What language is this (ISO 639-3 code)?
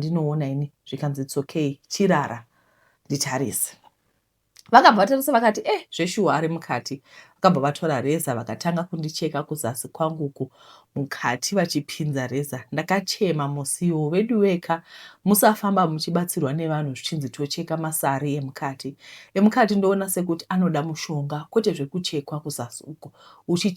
sna